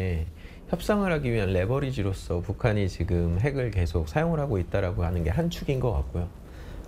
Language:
Korean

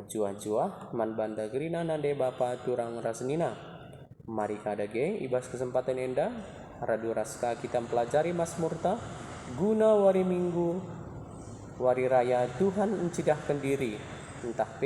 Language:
Batak Karo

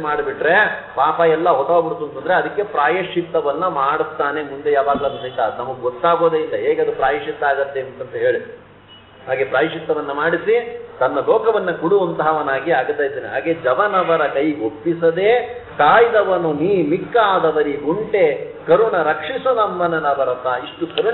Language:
Kannada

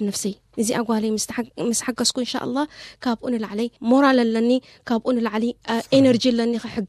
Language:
Tigrinya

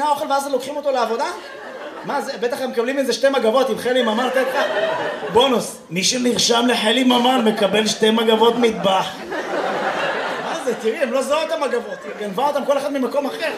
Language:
Hebrew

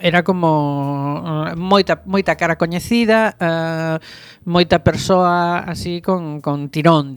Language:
Galician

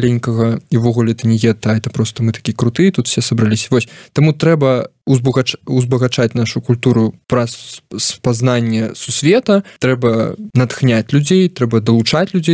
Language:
Belarusian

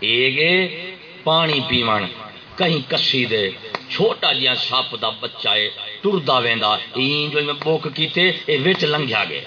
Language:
Saraiki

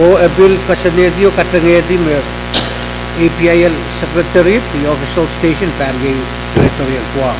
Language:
Pohnpeian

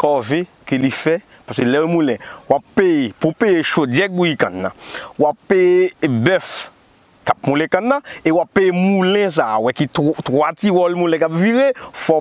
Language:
Haitian Creole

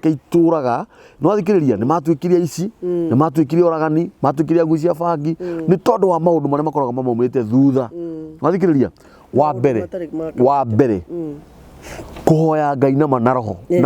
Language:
Kikuyu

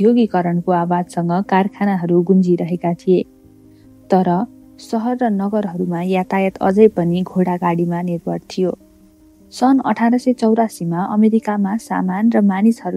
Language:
Nepali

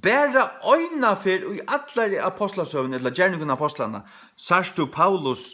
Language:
Faroese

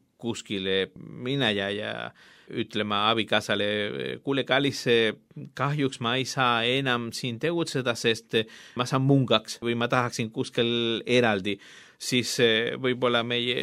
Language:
Estonian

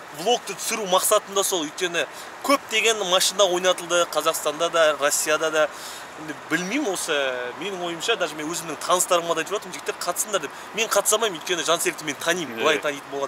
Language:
Kazakh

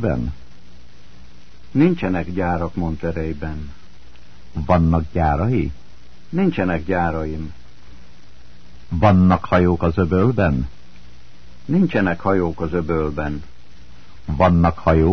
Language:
Hungarian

